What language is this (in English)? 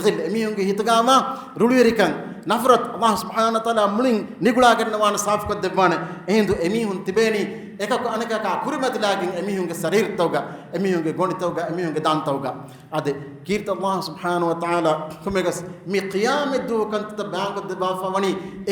Divehi